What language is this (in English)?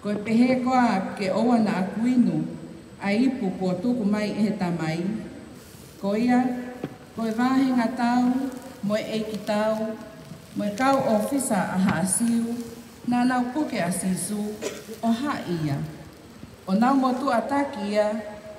Tongan